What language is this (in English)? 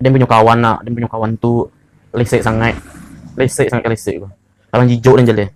Minangkabau